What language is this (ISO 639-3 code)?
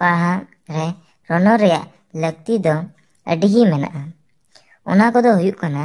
sat